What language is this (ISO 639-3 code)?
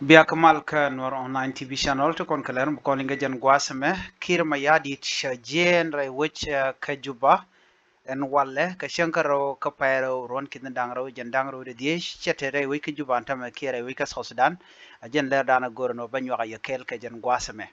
nus